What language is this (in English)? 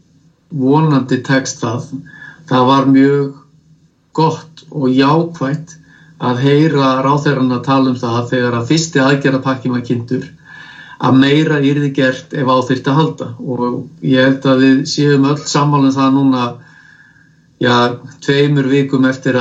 Icelandic